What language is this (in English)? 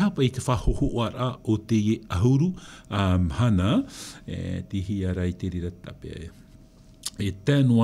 Tahitian